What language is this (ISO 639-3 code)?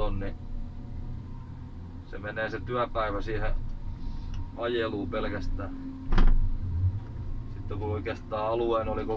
fin